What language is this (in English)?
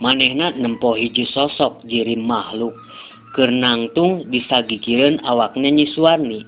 Sundanese